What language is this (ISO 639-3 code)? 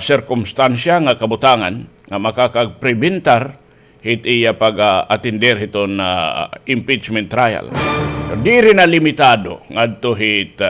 war